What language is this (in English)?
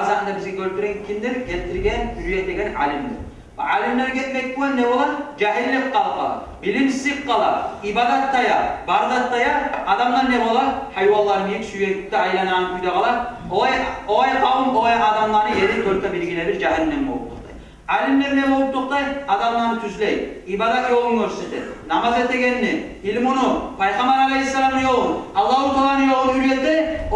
Kumyk